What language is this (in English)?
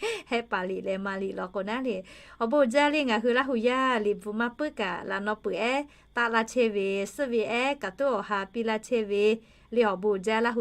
Lahu